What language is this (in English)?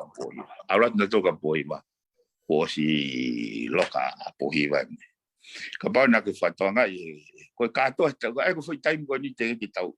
Tongan